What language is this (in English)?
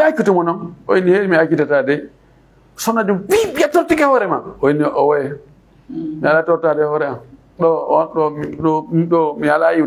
Fula